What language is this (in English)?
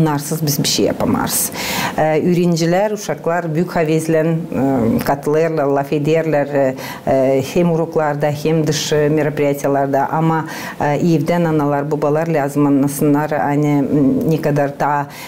Gagauz